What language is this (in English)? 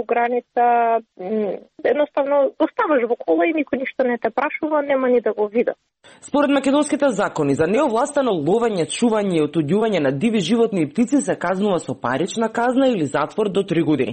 Macedonian